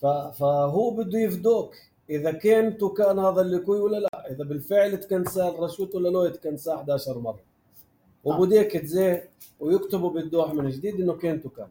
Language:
North Levantine Arabic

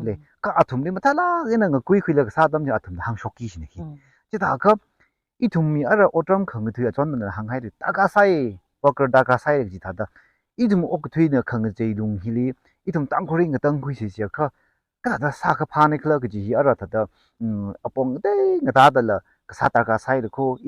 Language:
Tangkhul Naga (India)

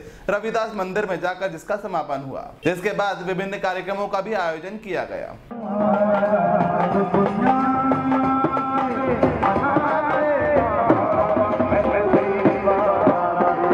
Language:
Hindi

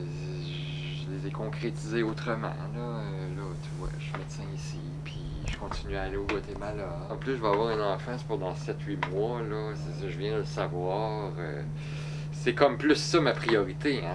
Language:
French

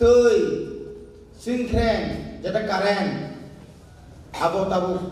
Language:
Kok Borok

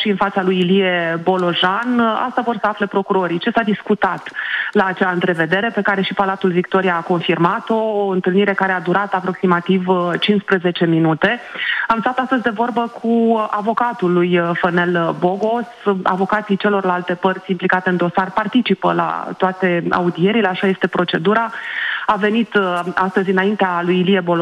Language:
Romanian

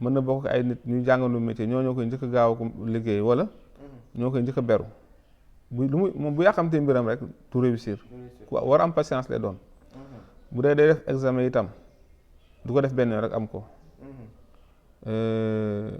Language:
Wolof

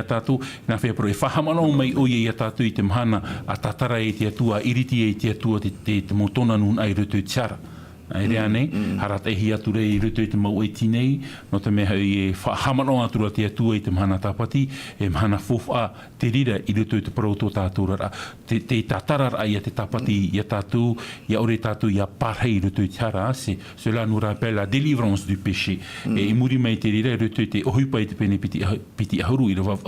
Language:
Tahitian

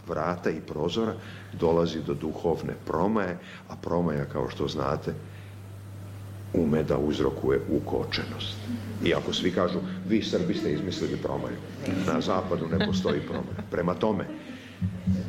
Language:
Serbian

